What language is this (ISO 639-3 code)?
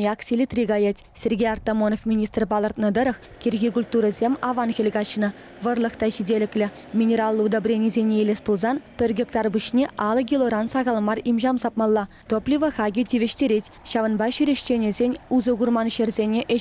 chv